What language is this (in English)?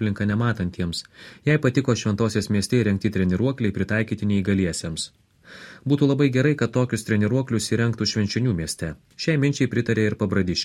Lithuanian